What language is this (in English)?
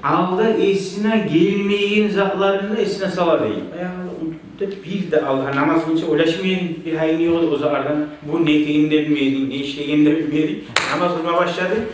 Kumyk